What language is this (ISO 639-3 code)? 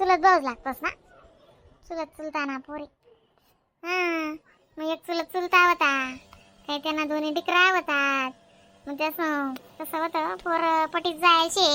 khn